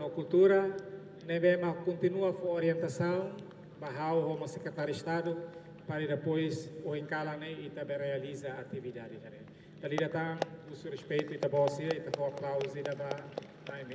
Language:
Tetum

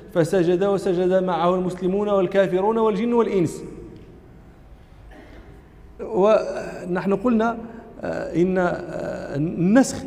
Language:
Arabic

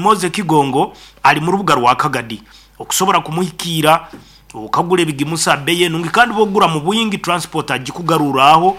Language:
Nyankole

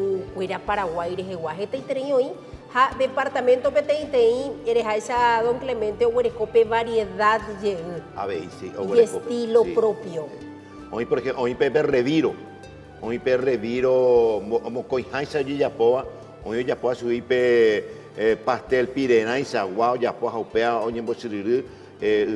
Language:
Guarani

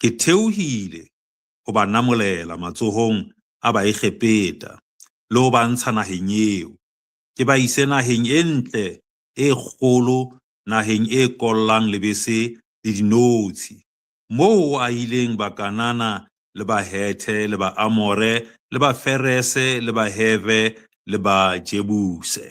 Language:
Southern Sotho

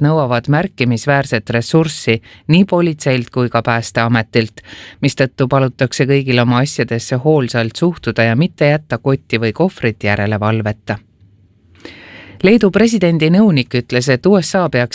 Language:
Estonian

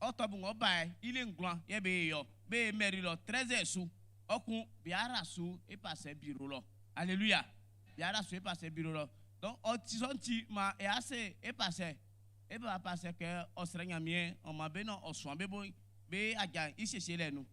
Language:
Baoulé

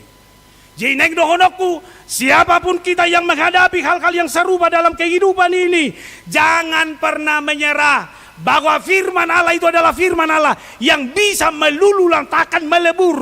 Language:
Batak Toba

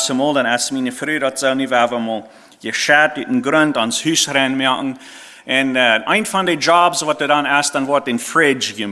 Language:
Plautdietsch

